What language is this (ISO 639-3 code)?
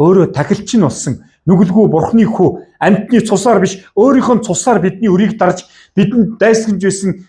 mon